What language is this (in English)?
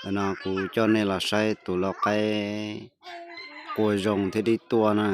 Hmong